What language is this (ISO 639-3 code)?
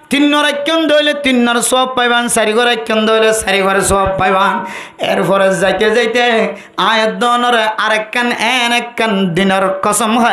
rhg